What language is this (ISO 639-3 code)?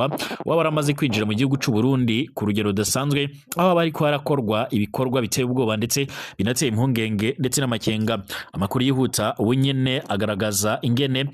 run